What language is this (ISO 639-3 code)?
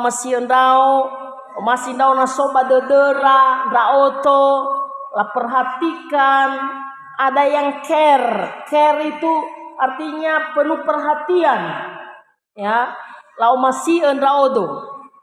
nia